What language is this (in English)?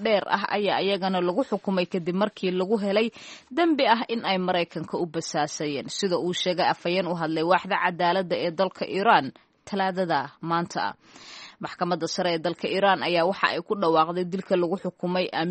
Somali